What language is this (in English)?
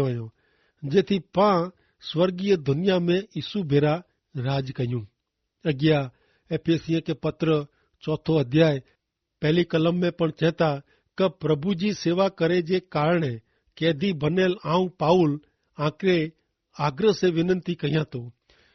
Kachhi